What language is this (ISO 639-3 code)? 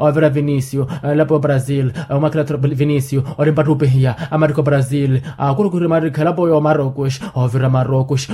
vmw